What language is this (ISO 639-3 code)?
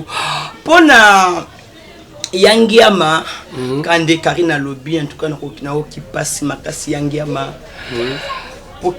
lin